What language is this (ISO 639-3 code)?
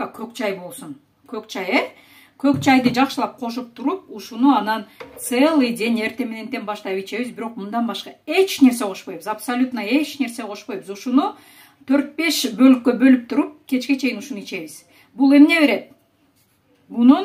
kir